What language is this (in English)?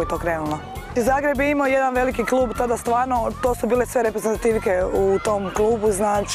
Croatian